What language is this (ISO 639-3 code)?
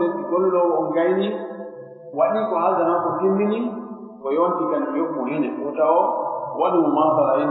fuf